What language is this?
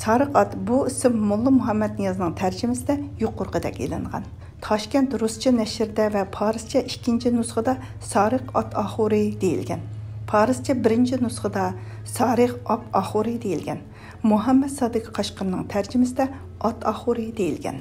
Uyghur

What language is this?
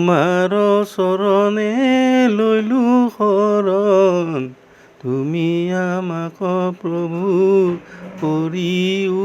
Assamese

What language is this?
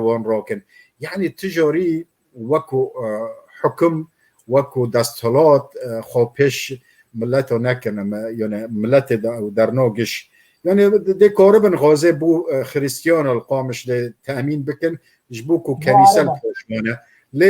Kurdish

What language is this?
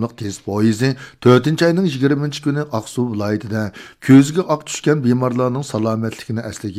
Uyghur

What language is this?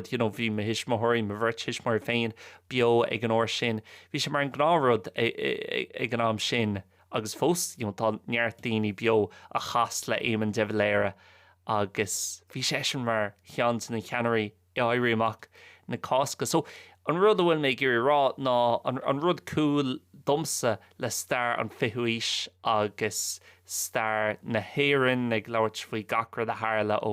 Irish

